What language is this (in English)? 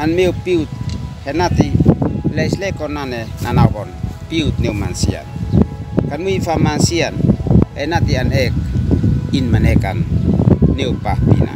Uab Meto